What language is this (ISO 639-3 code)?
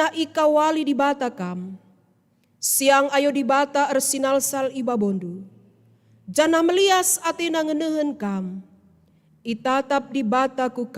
btx